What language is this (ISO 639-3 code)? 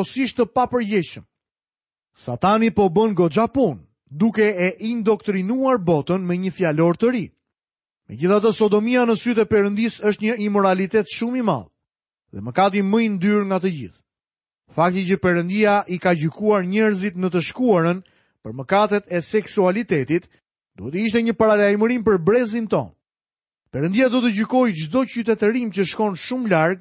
sqi